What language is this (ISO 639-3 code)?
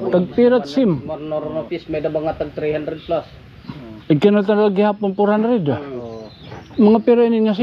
war